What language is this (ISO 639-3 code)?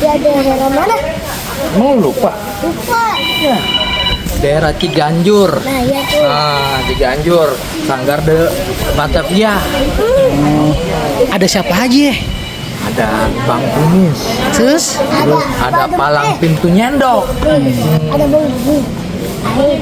bew